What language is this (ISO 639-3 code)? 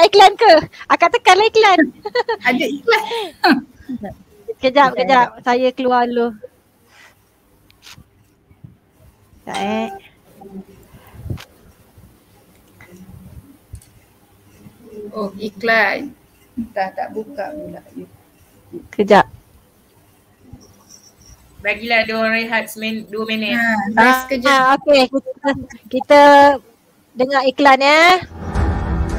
msa